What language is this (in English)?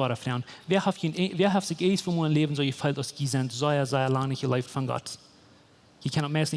Plautdietsch